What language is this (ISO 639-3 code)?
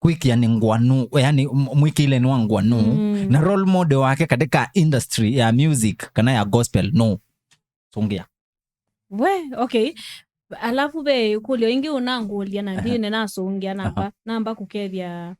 kam